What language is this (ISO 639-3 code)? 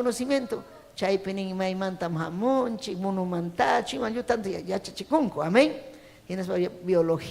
quy